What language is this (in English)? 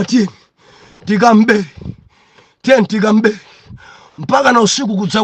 Nyanja